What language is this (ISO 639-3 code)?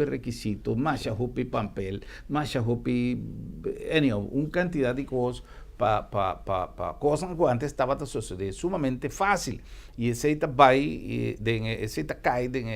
pap